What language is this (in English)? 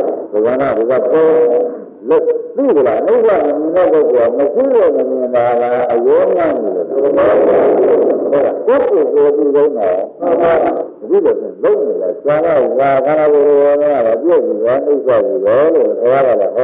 Burmese